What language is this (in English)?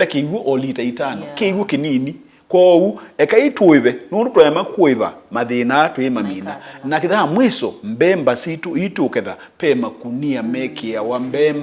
Kamba